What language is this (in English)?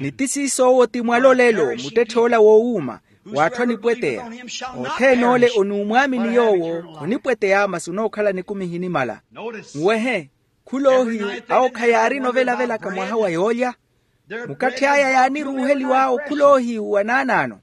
Makhuwa